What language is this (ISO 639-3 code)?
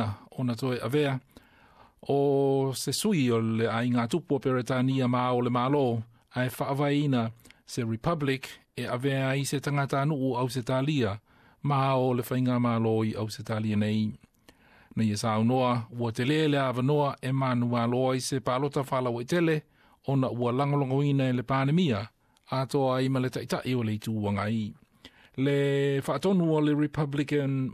smo